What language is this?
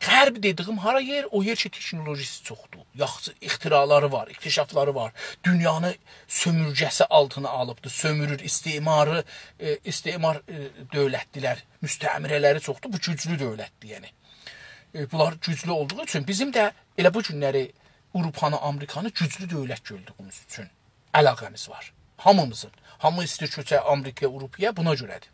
South Azerbaijani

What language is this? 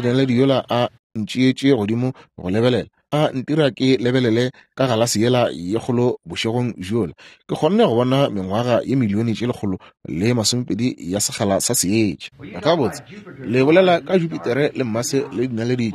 Northern Sotho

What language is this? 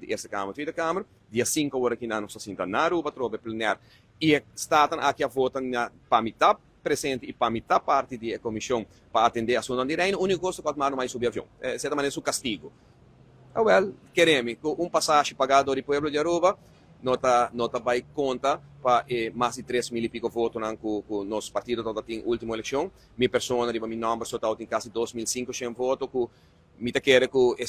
Papiamento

